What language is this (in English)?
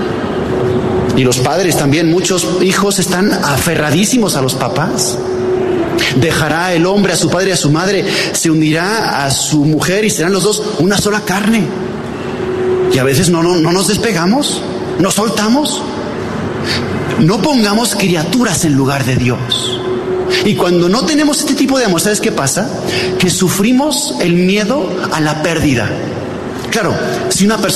Spanish